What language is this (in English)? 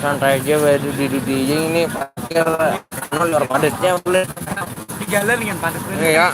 Banjar